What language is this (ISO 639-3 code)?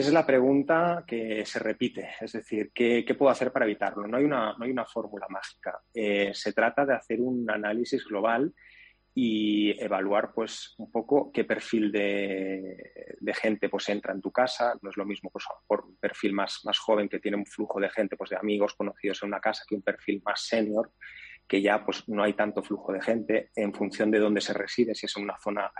spa